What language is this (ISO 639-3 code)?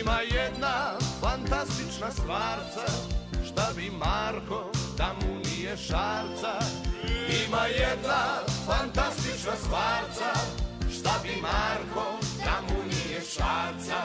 srp